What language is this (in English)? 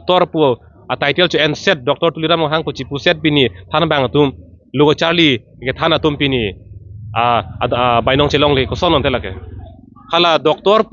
Karbi